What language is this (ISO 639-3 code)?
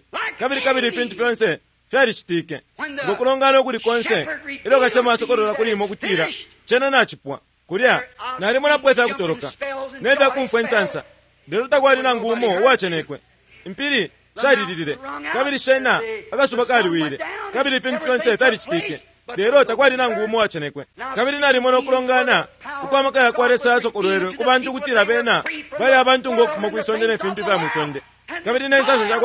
bem